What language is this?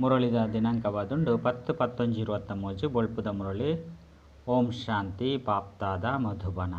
Tulu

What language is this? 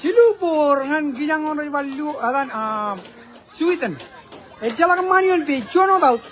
Marshallese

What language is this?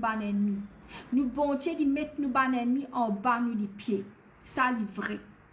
Morisyen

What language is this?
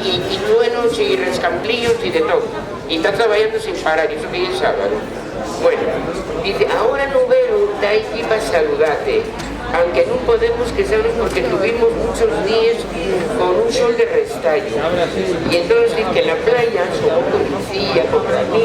Asturian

